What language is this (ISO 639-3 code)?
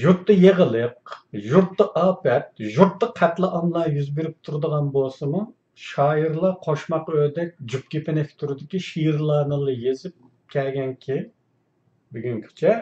uig